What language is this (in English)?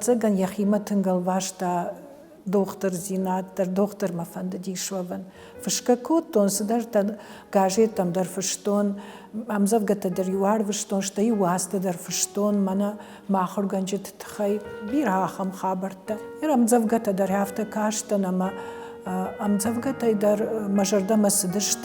Ossetic